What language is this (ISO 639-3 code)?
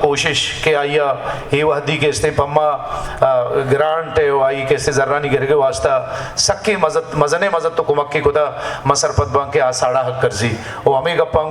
bal